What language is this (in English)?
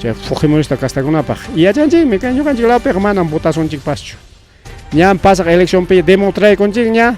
Ayacucho Quechua